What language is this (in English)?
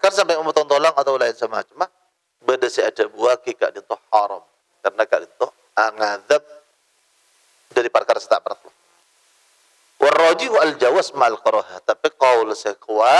Madurese